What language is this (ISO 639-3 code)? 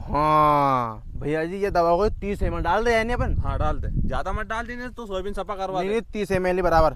raj